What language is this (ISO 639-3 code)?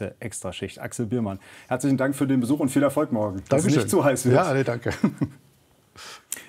deu